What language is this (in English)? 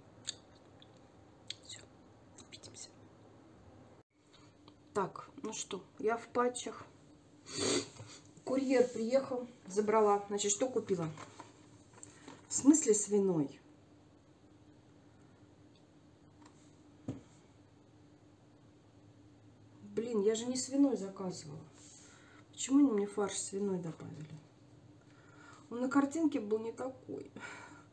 Russian